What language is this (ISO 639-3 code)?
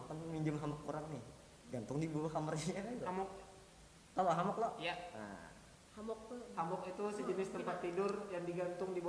bjn